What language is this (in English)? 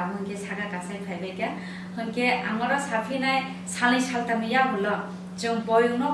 Kok Borok